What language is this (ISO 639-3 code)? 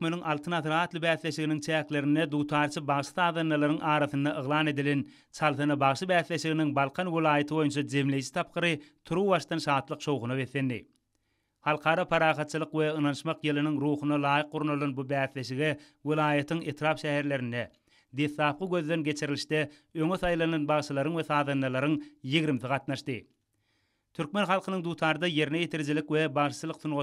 tuk